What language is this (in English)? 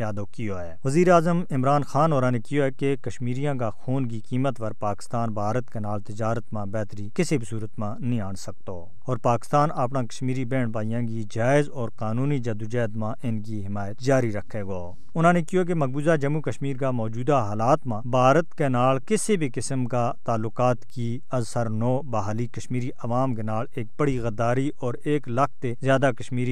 Gujari